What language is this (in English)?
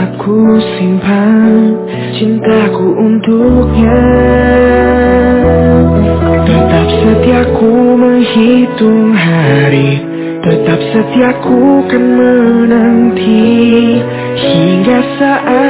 Indonesian